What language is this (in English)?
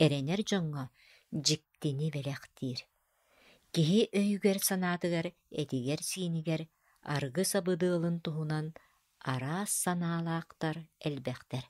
Yakut